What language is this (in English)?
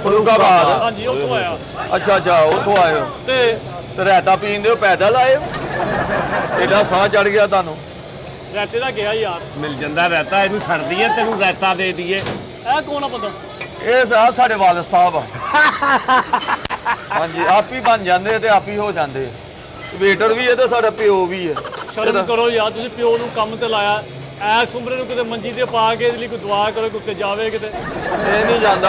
Punjabi